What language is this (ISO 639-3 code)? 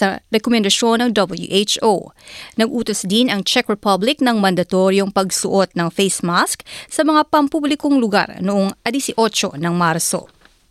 fil